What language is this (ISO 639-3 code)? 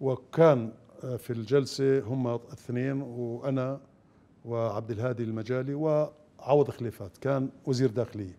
acm